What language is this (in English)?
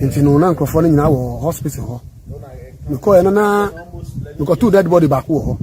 Akan